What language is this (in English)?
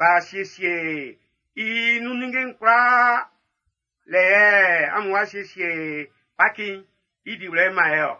Baoulé